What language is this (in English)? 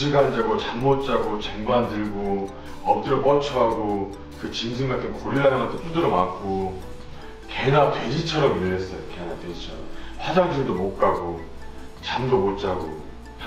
Korean